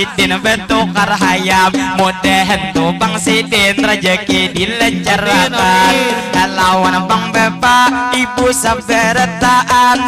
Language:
Banjar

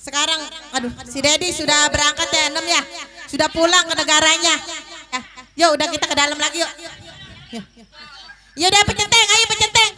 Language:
Betawi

